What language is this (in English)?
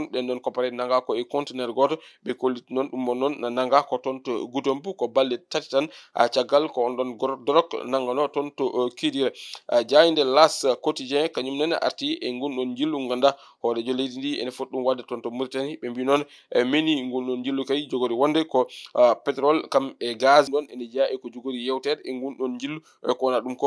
Fula